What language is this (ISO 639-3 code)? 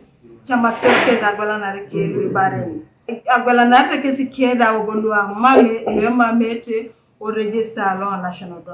teo